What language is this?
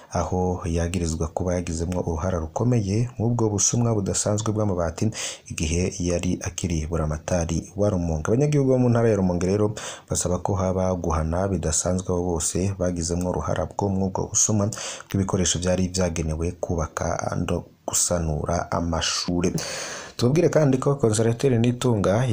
Rundi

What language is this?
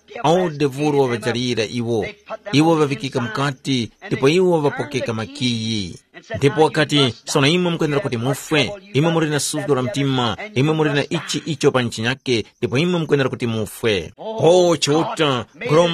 Tumbuka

